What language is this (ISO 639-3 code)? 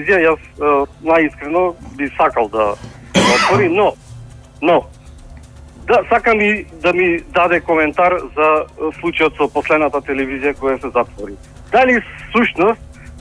mkd